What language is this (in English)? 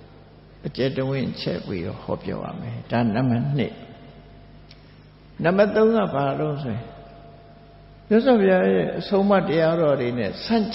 Burmese